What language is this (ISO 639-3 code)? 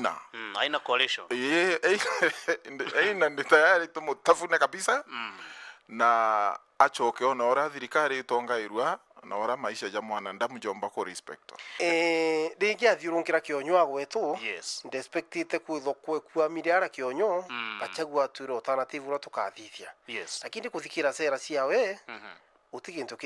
mer